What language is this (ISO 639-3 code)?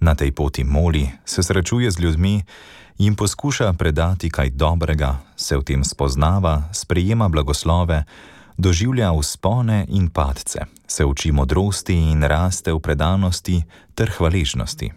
slv